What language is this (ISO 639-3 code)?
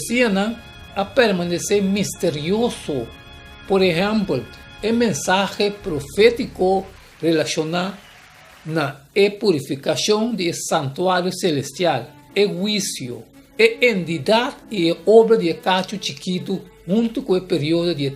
pap